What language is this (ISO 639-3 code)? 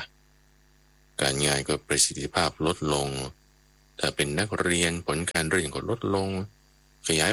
tha